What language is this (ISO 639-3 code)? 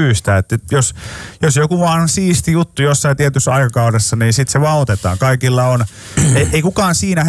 fin